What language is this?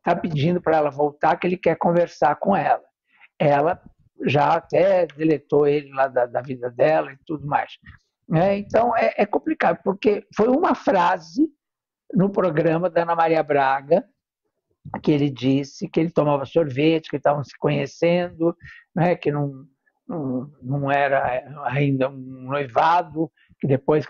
Portuguese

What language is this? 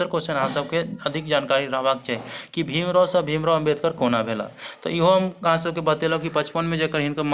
Maithili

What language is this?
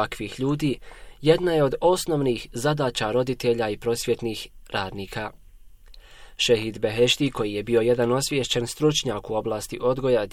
Bosnian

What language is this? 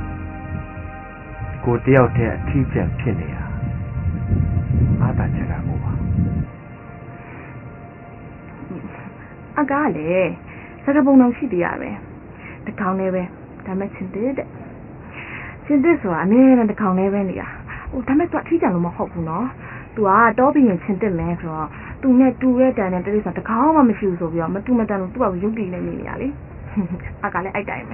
Burmese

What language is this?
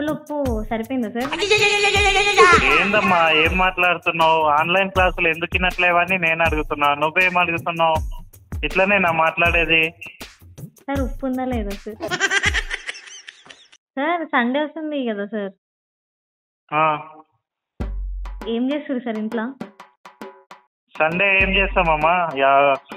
Telugu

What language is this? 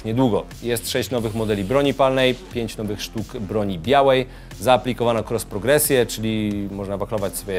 Polish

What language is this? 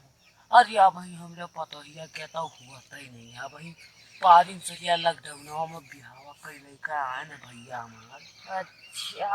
Awadhi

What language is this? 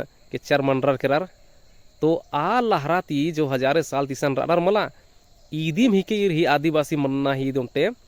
Kurukh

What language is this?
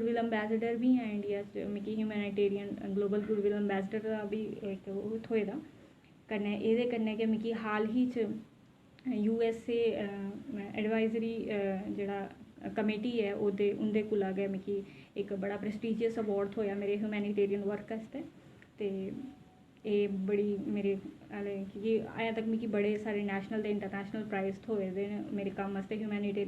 Dogri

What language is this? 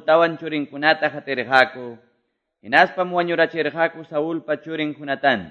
Quechua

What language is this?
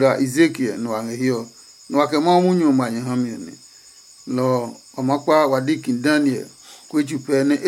Adangme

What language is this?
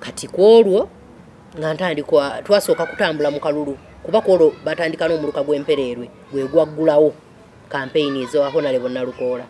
Ganda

